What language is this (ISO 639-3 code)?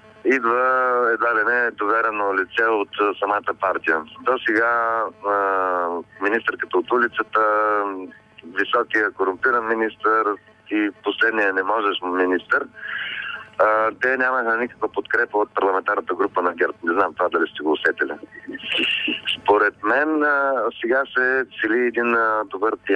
bul